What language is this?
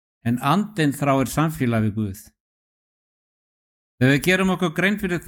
Icelandic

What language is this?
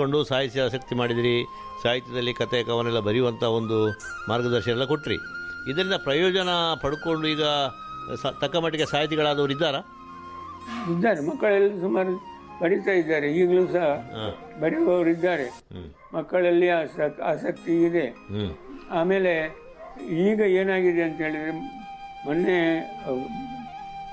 Kannada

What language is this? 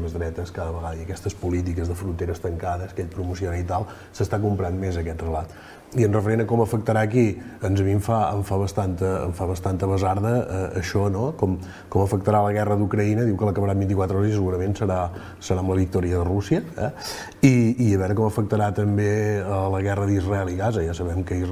Catalan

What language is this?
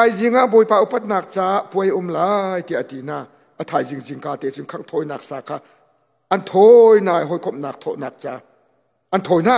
Hakha Chin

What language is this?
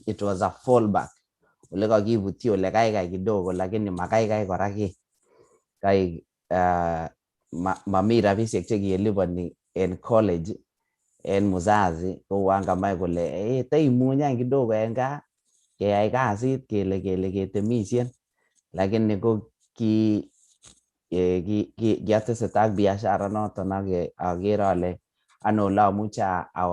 Kalenjin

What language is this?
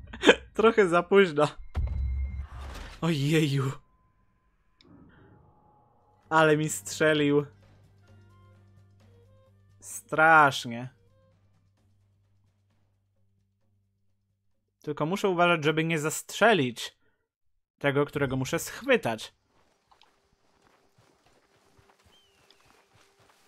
Polish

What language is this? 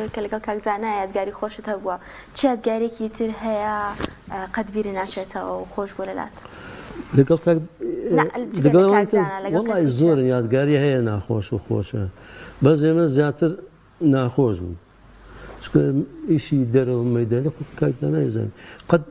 Central Kurdish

